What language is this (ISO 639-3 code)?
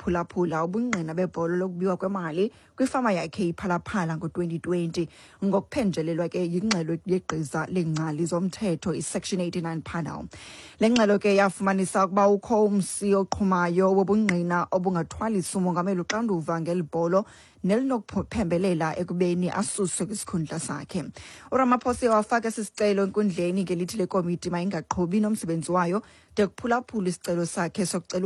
xho